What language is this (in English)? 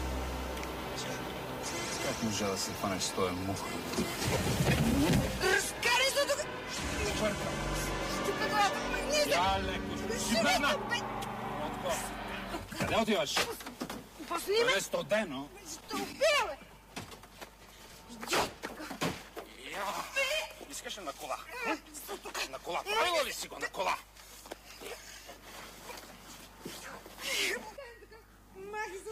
Bulgarian